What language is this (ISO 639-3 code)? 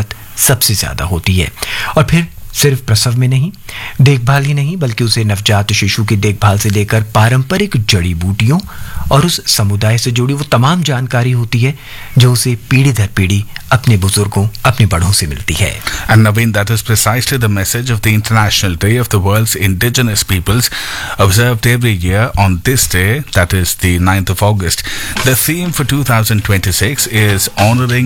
hin